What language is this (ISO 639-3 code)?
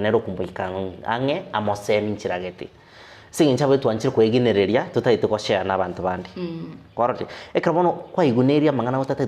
guz